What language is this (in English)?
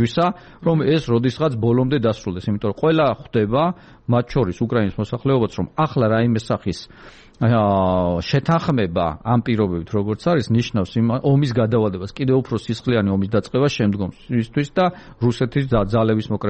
Georgian